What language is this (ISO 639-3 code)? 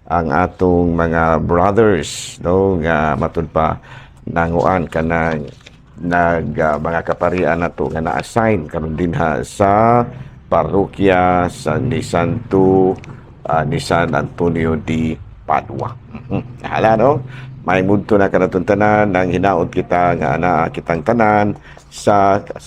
ceb